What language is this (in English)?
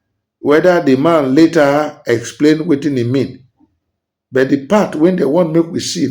Nigerian Pidgin